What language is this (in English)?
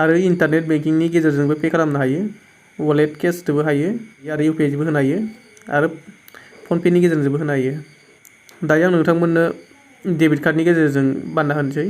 Bodo